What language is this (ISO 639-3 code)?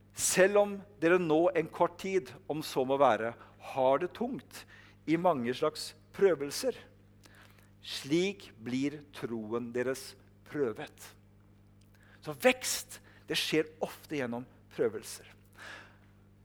nor